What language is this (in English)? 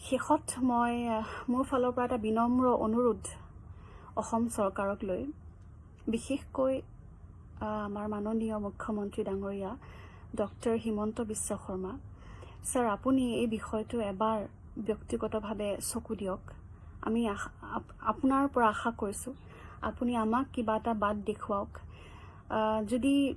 Assamese